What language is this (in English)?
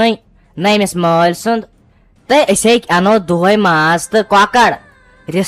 Kashmiri